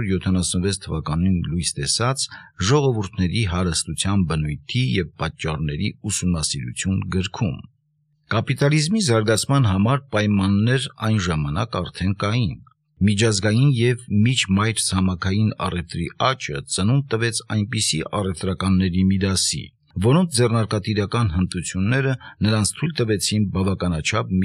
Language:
Armenian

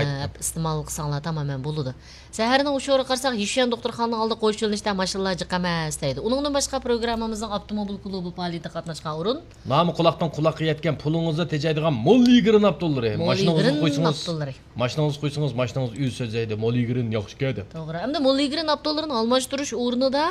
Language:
Uyghur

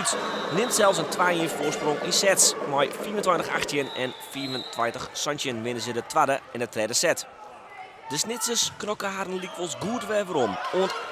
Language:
Western Frisian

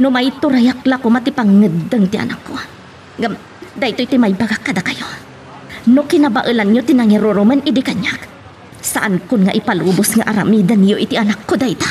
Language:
Iloko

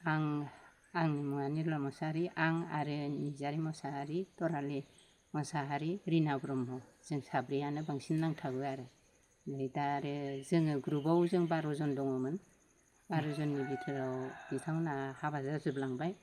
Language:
Bodo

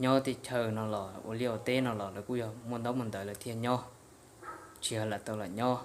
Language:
Hmong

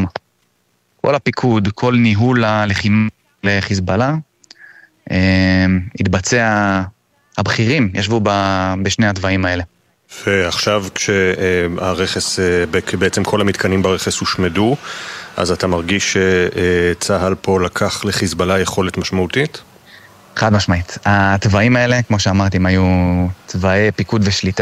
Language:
Hebrew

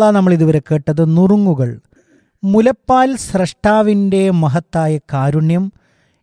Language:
Malayalam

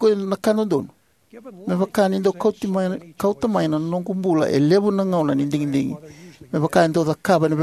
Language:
Fijian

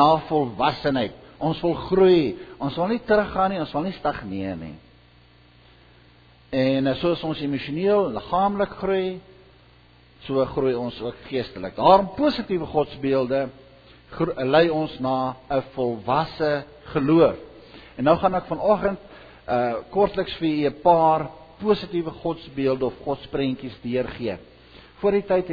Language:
Afrikaans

